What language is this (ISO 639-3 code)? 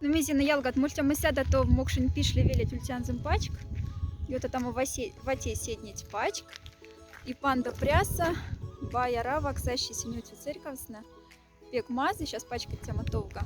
mdf